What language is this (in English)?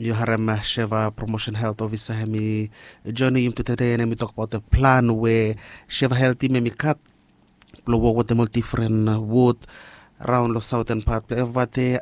Bislama